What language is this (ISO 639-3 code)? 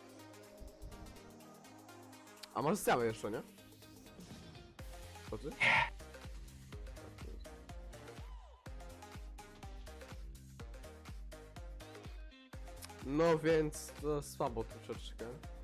pol